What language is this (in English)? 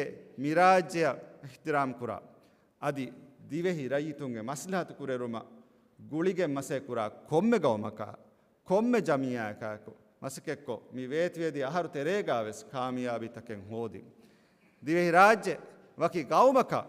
Divehi